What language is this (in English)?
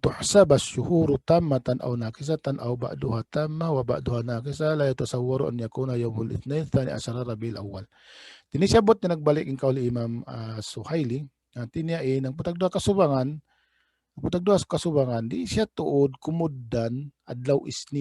Tausug